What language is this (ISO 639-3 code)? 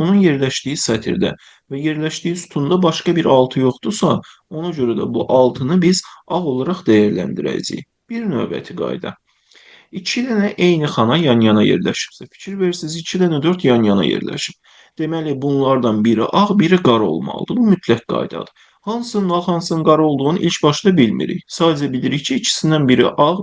aze